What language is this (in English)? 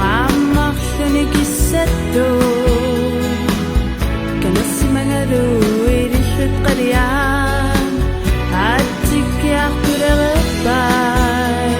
Kalaallisut